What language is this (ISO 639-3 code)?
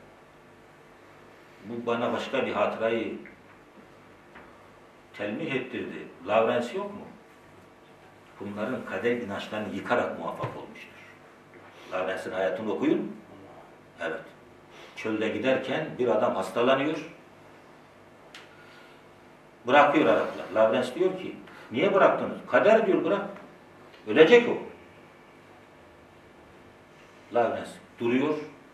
tur